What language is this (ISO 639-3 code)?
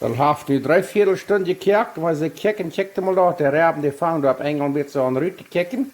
pdt